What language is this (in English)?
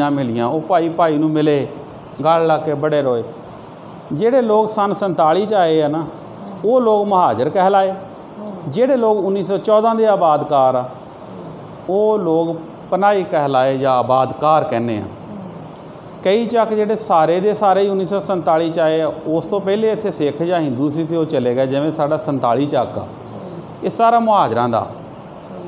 Punjabi